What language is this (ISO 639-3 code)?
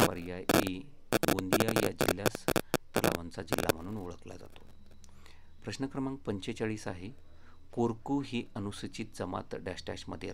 mar